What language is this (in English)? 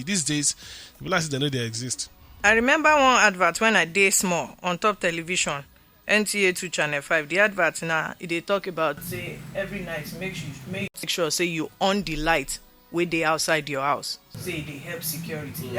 Nigerian Pidgin